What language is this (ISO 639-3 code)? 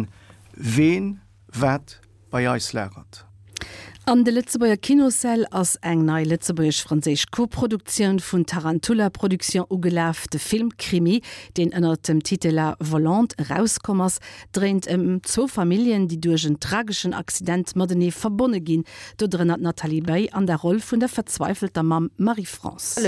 ltz